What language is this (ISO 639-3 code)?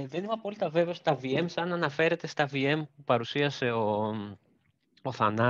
ell